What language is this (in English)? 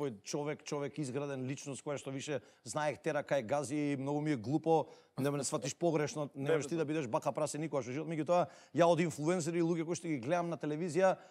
Macedonian